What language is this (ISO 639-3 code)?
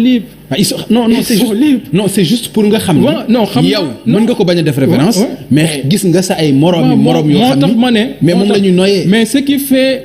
wol